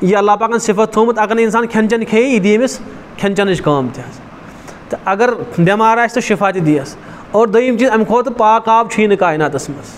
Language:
Kashmiri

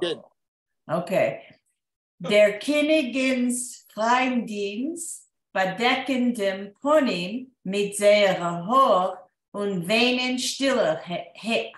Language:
Yiddish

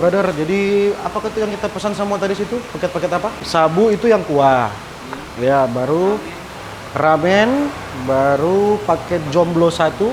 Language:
Manado Malay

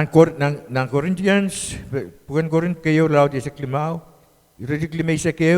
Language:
Pohnpeian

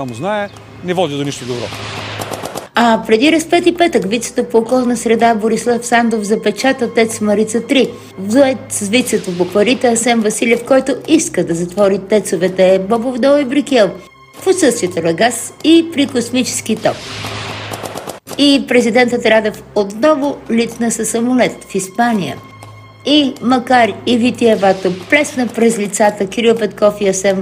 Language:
Bulgarian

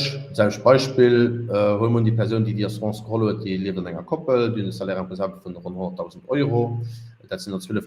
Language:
Luxembourgish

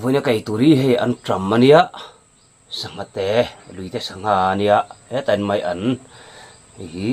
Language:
Mizo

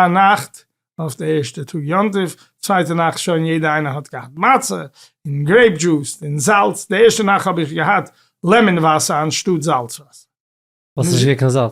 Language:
Yiddish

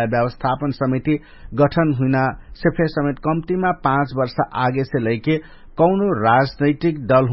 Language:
Dangaura Tharu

